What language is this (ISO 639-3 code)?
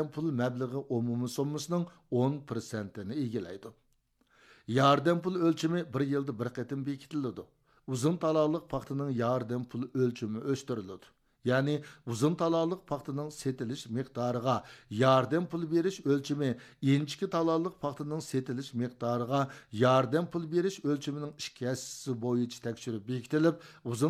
uig